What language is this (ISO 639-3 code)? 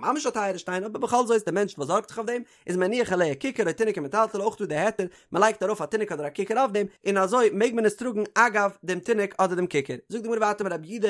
yid